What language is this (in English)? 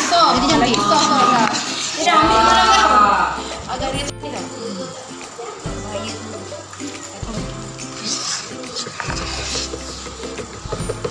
Malay